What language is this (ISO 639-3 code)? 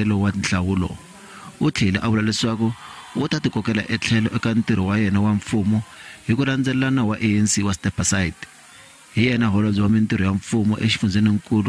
tso